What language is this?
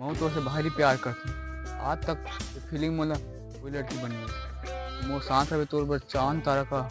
Chhattisgarhi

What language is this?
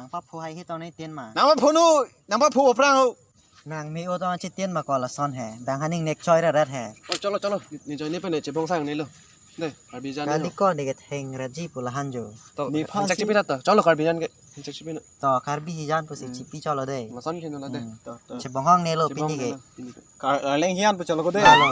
Karbi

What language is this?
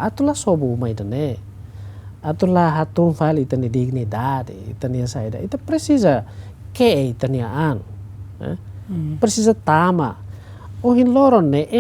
Tetum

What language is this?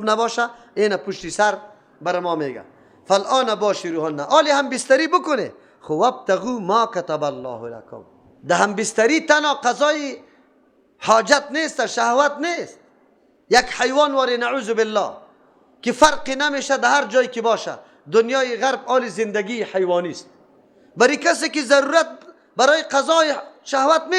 Persian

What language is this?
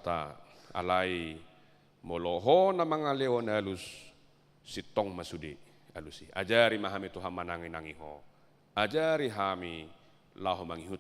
Batak Toba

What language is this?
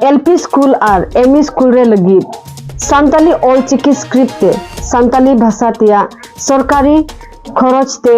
Santali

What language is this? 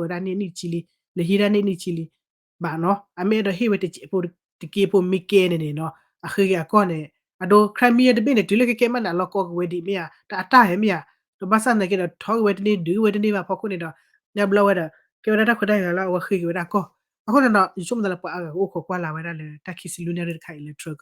S'gaw Karen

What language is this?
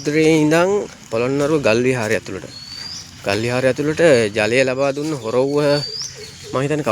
Sinhala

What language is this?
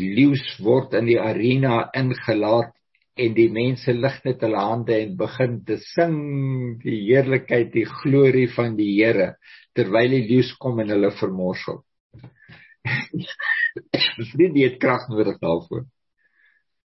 Afrikaans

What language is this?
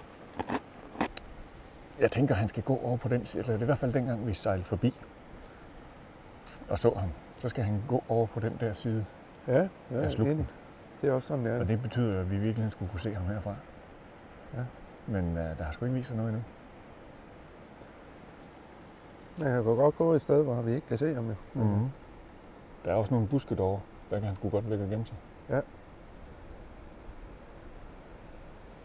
Danish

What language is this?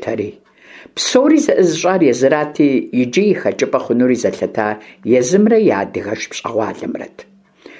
Kabardian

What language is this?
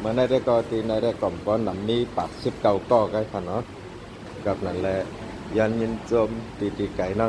Shan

